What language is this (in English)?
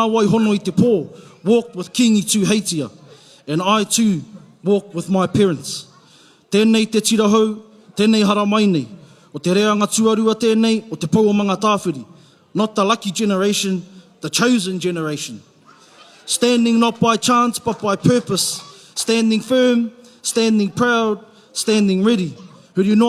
Māori